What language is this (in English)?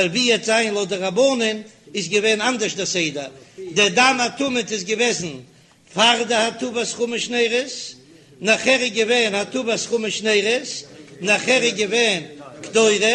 Yiddish